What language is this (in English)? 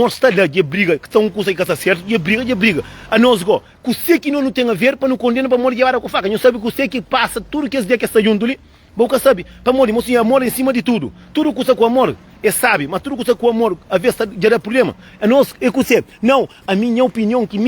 Kabuverdianu